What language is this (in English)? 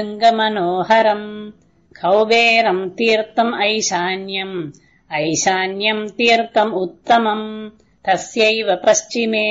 Sanskrit